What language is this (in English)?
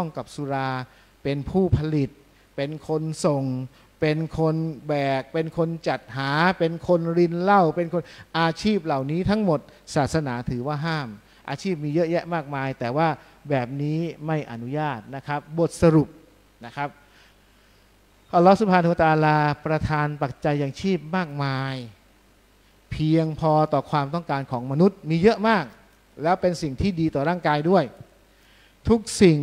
Thai